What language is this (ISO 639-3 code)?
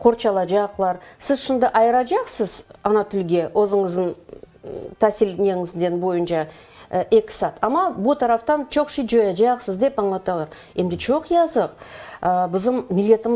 crh